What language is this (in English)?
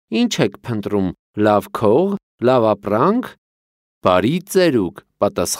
Armenian